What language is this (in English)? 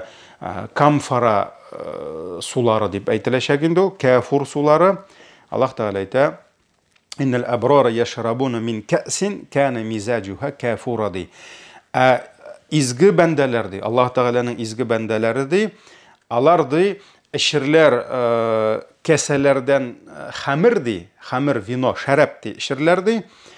Tatar